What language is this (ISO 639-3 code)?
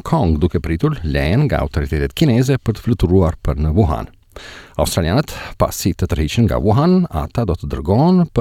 sqi